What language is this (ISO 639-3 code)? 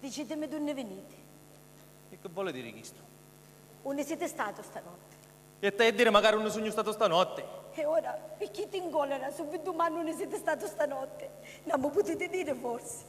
scn